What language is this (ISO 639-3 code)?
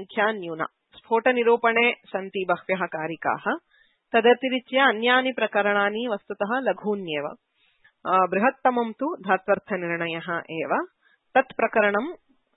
san